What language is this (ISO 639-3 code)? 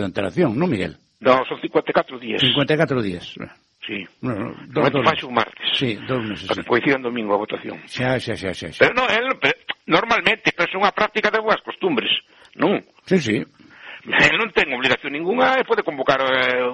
glg